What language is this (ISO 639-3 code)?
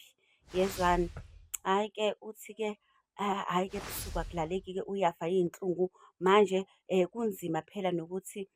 zul